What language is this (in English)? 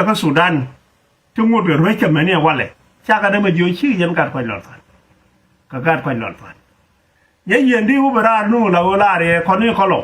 Nuer